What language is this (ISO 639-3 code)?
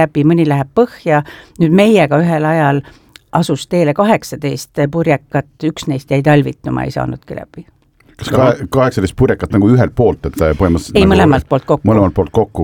est